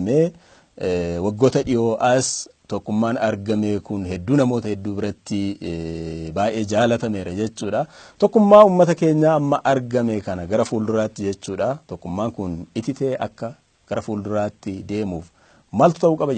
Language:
Oromo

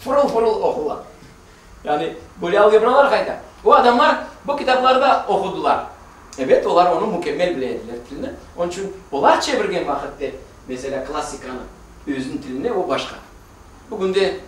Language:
Crimean Tatar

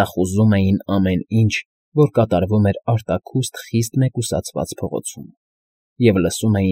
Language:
Armenian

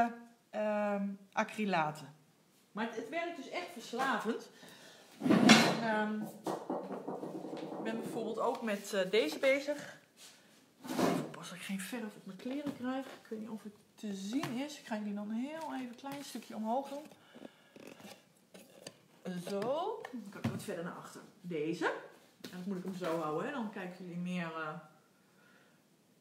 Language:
Dutch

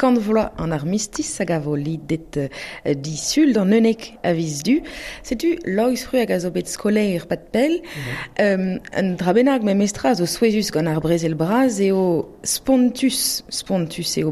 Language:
Breton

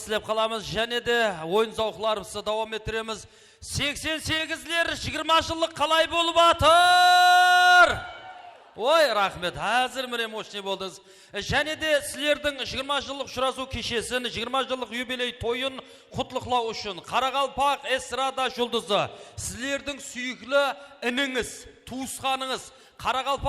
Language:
Kara-Kalpak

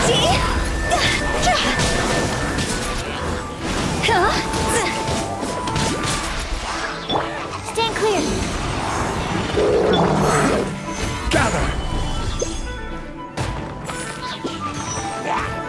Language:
English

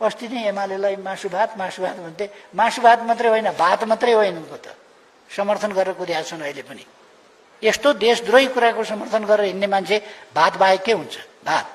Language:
Nepali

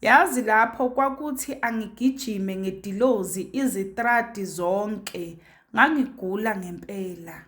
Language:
Zulu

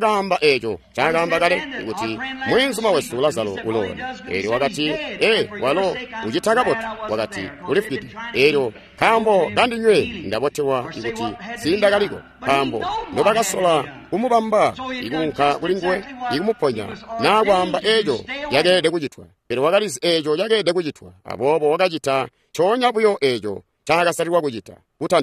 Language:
Tonga (Zambia)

